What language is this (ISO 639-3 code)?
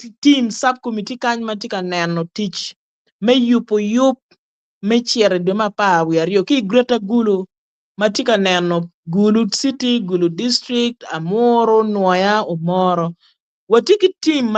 ach